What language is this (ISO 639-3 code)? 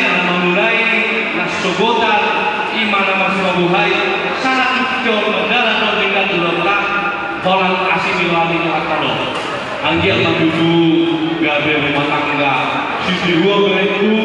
bbc